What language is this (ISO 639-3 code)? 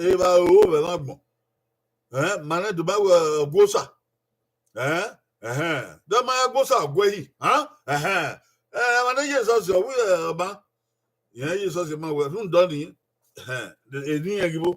bin